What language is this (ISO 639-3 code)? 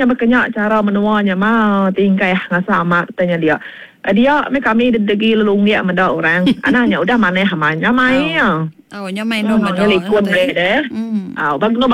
iba